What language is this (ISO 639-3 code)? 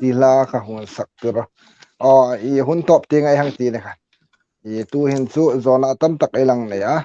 hmr